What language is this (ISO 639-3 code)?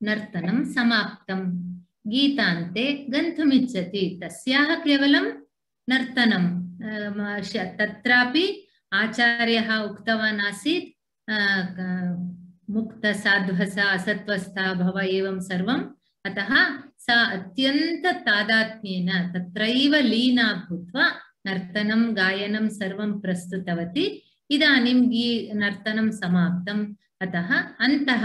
san